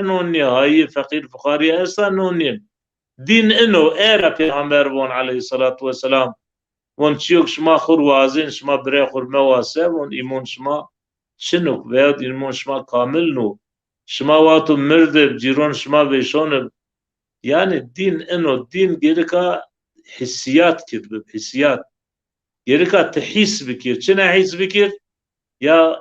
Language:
Zaza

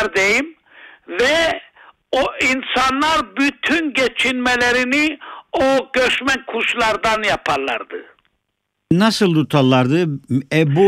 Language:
Turkish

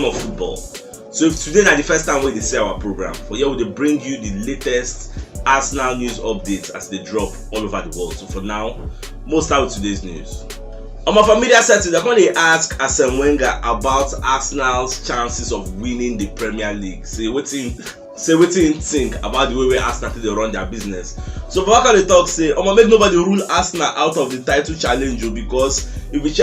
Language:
Nigerian Pidgin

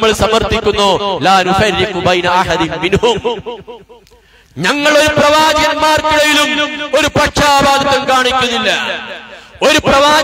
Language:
Malayalam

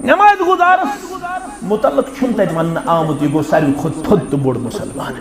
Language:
Kashmiri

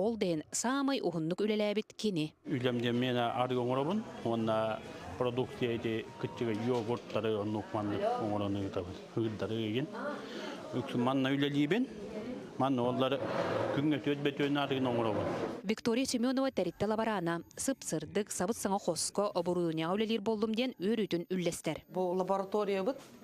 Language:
Yakut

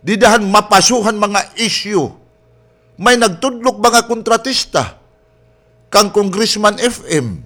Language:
Waray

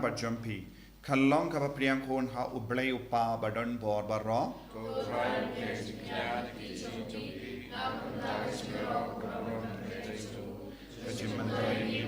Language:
Khasi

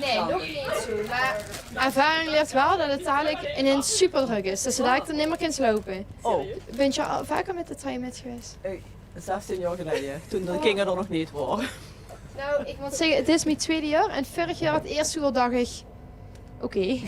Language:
Limburgish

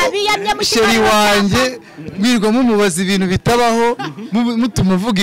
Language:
Kinyarwanda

